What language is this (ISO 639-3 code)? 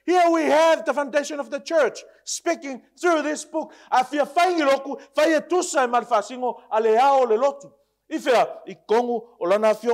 smo